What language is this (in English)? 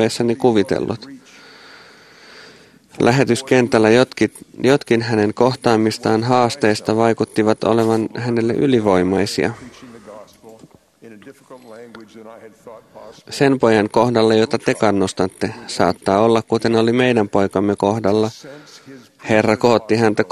Finnish